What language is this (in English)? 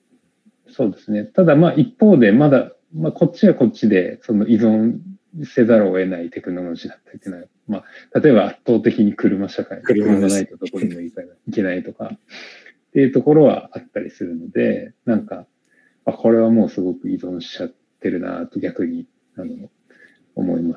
Japanese